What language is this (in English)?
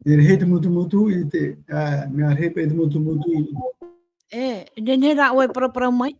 Tahitian